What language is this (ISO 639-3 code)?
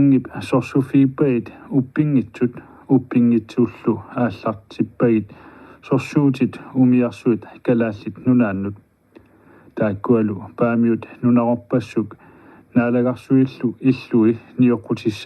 kal